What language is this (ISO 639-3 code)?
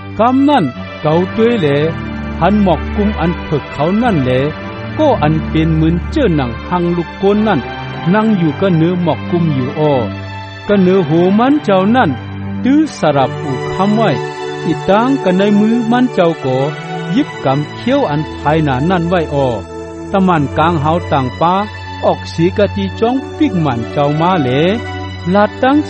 shn